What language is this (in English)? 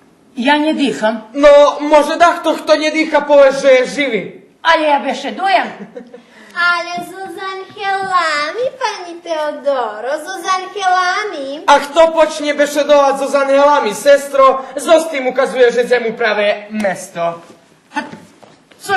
Rusyn